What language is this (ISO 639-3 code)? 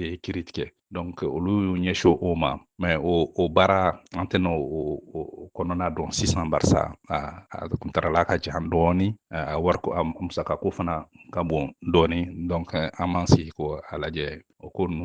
bam